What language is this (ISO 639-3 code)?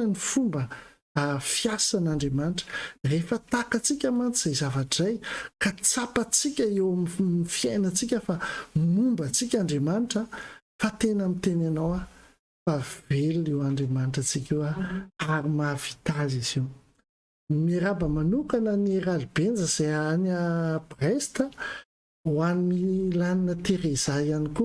mlg